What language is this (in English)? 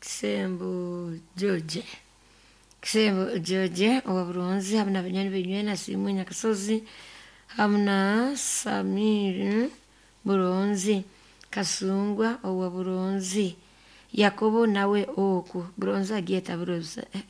Nyoro